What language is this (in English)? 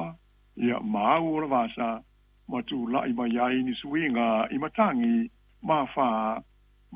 Samoan